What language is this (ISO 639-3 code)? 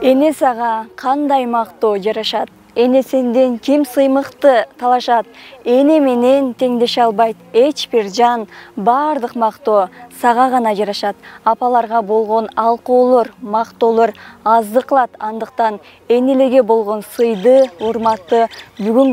kir